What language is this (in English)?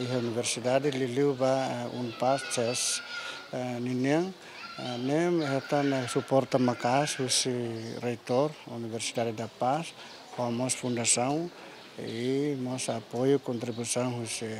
Tetum